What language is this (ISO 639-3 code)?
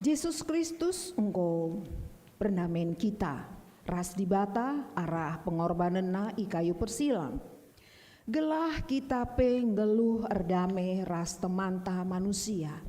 btx